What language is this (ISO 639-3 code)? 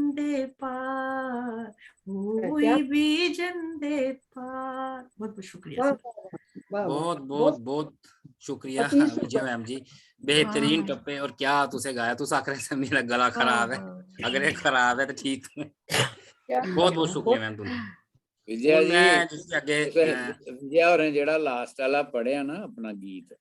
doi